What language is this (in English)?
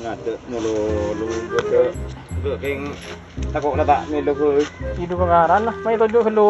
Madurese